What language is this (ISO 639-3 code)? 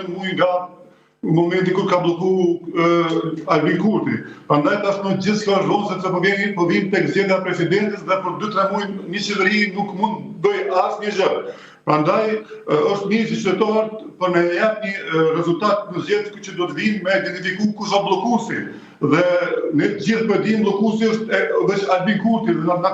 sqi